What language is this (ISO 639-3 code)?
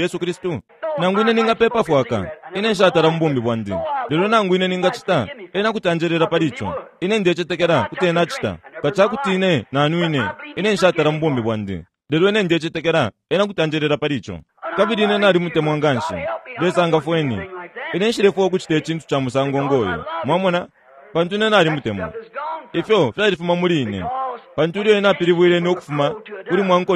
bem